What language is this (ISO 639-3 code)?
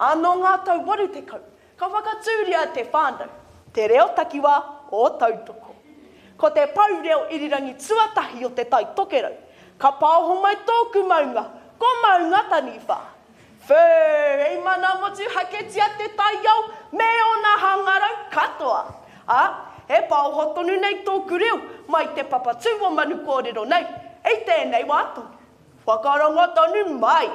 mri